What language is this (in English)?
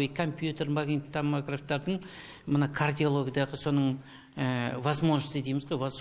Kazakh